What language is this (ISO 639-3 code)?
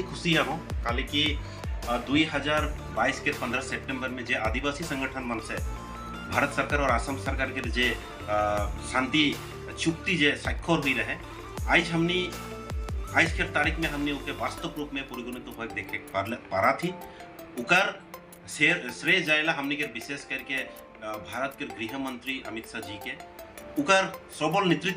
sck